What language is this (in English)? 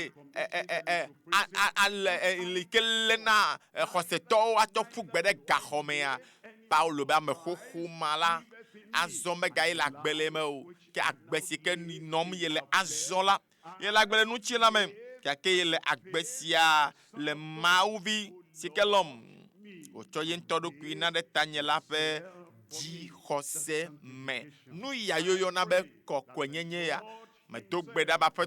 Ewe